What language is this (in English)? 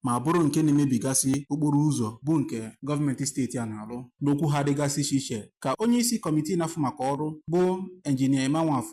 Igbo